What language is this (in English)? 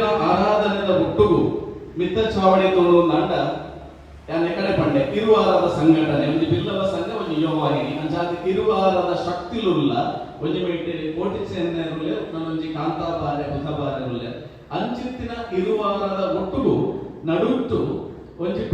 Tulu